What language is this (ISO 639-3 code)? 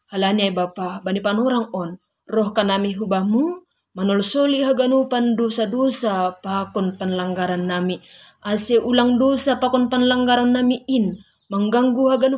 bts